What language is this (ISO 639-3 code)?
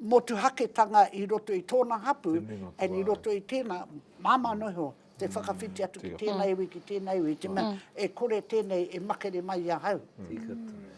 mri